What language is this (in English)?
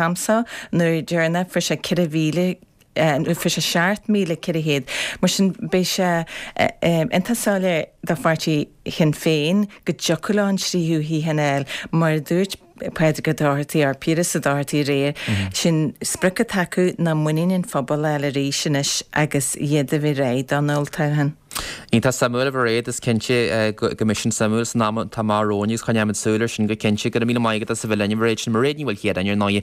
Irish